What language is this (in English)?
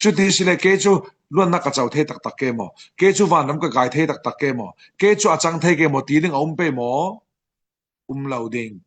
Falam Chin